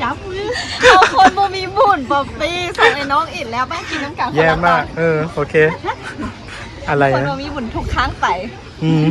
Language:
Lao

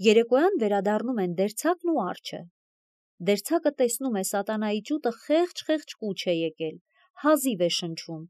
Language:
Armenian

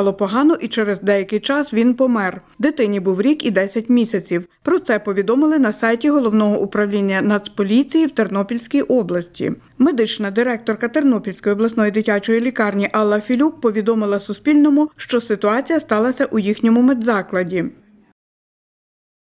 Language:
Ukrainian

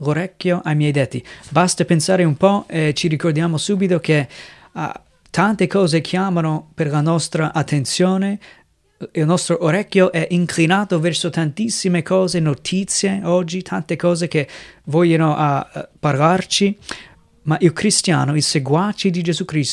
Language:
Italian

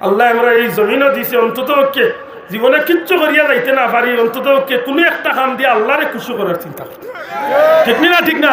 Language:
Sylheti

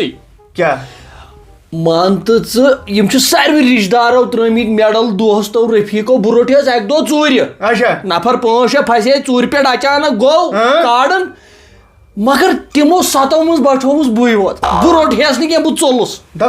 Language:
Kashmiri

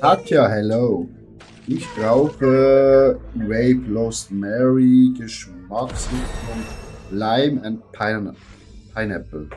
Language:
Swiss German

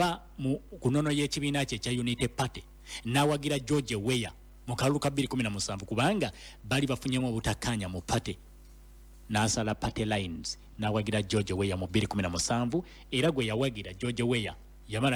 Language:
Ganda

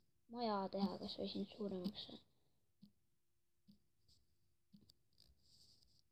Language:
Estonian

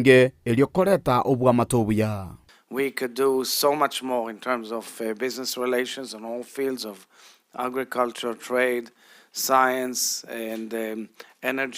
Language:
Gusii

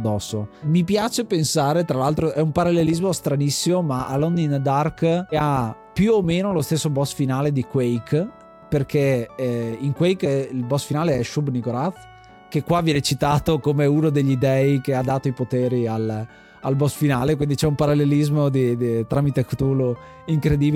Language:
Italian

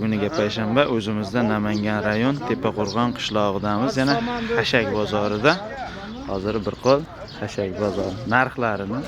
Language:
Uzbek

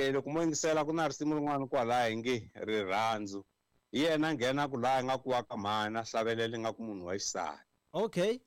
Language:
Tsonga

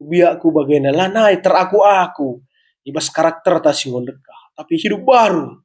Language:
Batak Karo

